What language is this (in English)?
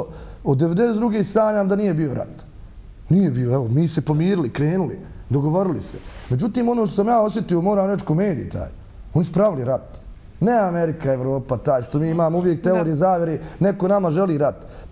Bosnian